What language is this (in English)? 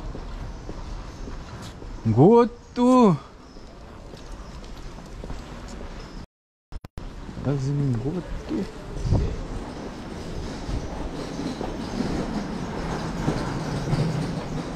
Swahili